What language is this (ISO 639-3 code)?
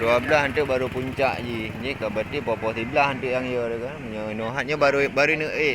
ace